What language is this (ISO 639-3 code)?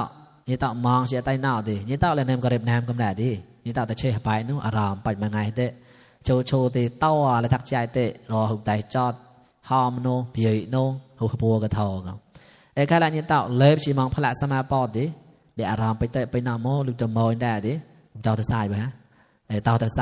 mnw